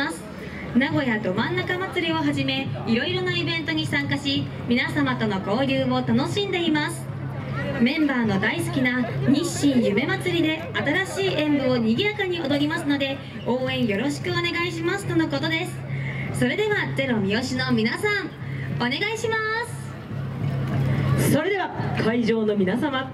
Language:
Japanese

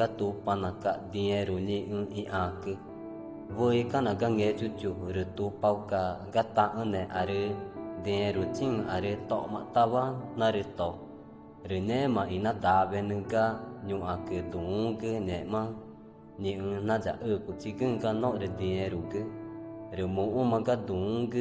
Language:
Ticuna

